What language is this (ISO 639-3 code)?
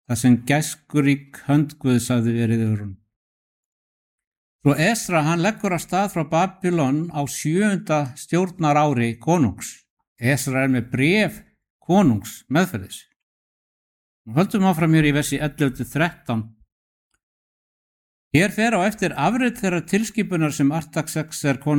isl